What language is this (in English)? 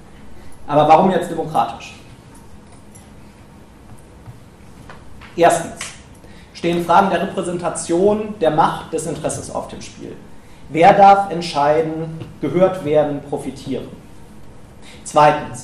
German